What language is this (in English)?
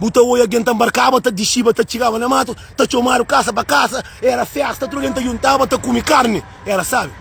Kabuverdianu